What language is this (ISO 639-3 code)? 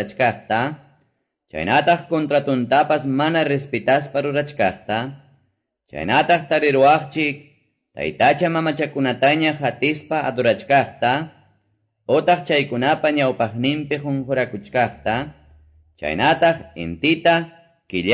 que